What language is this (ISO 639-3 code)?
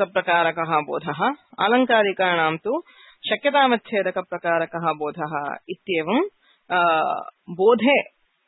san